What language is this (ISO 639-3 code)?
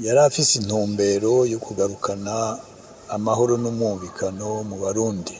run